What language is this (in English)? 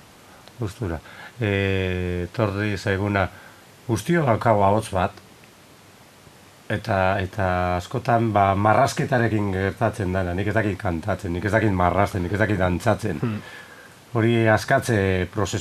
Basque